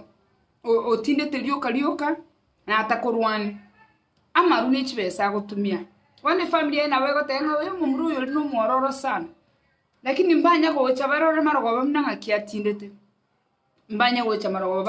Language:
Gusii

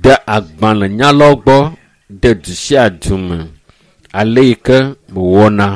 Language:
Ewe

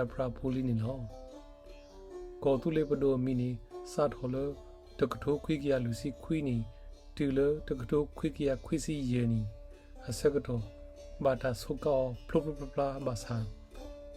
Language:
S'gaw Karen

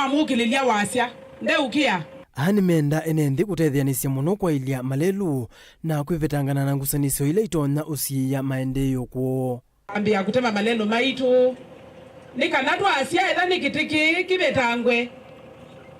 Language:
Kamba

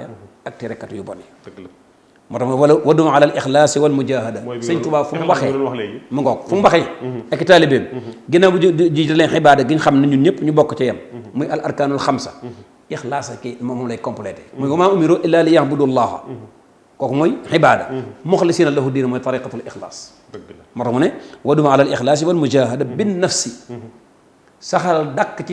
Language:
Wolof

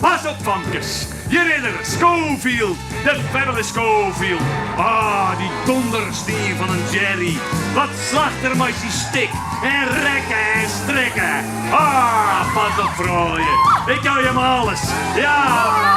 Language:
Western Frisian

